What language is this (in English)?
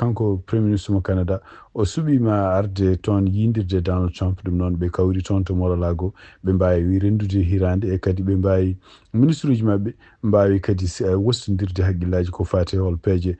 Fula